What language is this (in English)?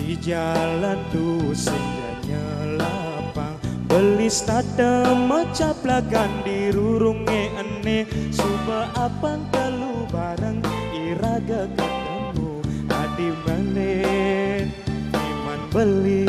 Balinese